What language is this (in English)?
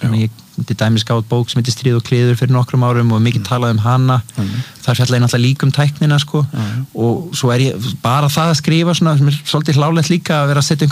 Icelandic